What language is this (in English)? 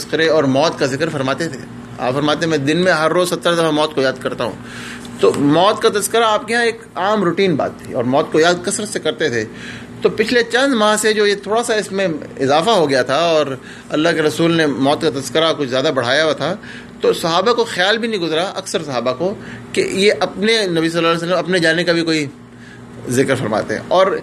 Urdu